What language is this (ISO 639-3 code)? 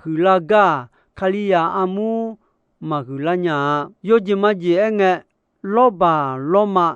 ahk